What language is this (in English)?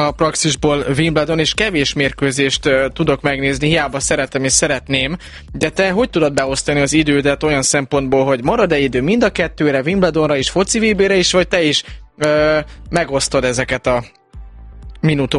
Hungarian